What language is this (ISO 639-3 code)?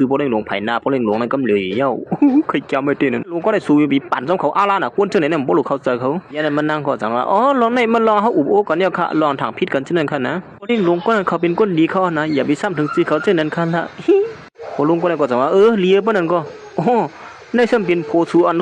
shn